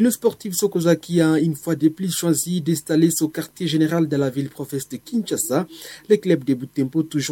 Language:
French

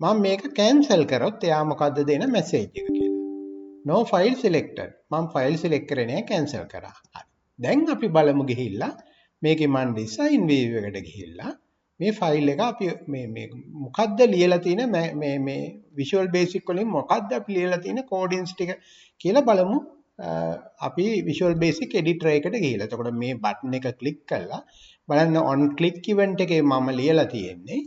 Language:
Sinhala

